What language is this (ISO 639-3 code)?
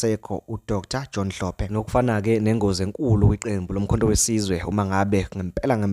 zul